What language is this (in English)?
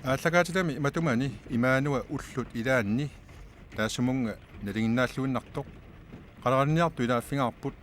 Kalaallisut